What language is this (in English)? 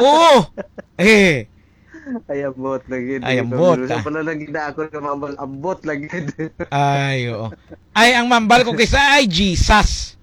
Hiligaynon